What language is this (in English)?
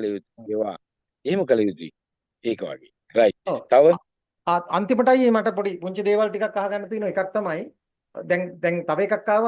Sinhala